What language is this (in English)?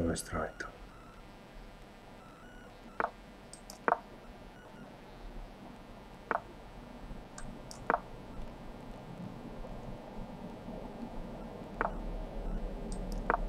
Croatian